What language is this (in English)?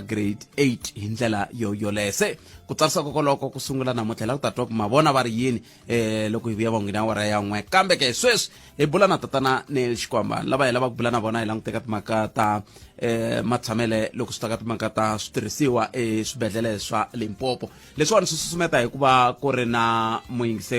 Tsonga